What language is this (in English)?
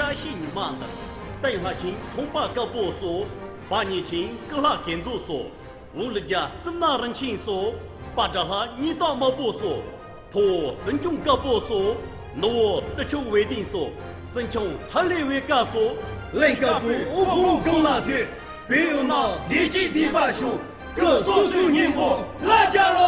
Tibetan